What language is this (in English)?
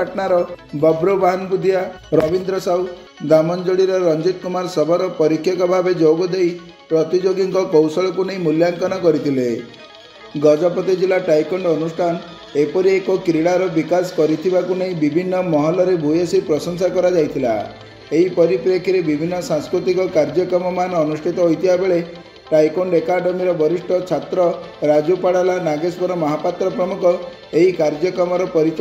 Odia